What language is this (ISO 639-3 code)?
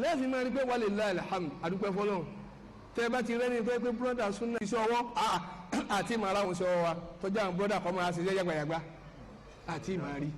yor